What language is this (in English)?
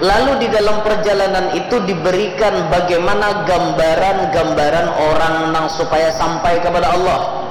Banjar